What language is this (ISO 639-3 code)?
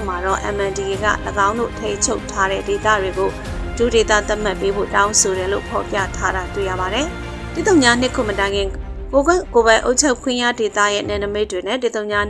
mya